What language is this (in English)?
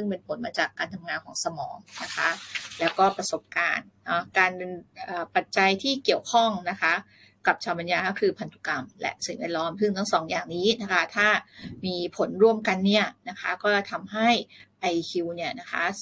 Thai